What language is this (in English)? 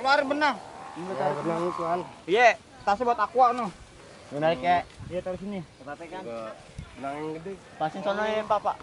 Betawi